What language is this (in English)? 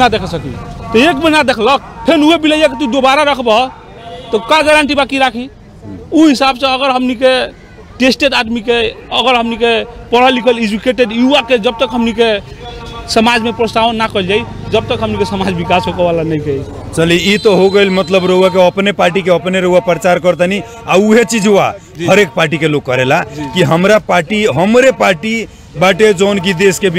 Bhojpuri